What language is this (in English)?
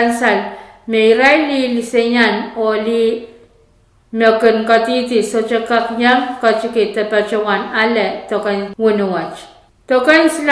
Pohnpeian